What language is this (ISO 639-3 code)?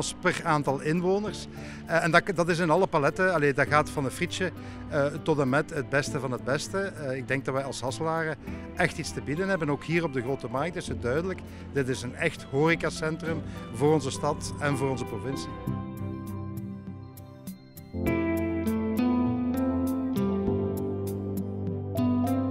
nld